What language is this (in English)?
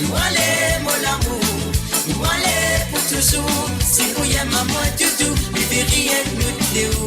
Morisyen